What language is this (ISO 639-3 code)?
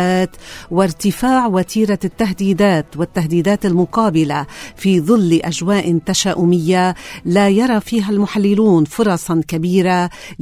ara